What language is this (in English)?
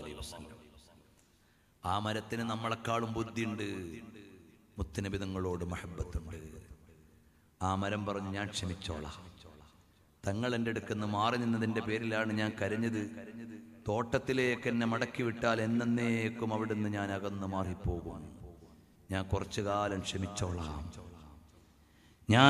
Malayalam